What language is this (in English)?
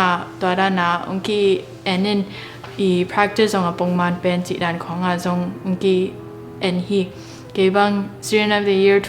Tedim Chin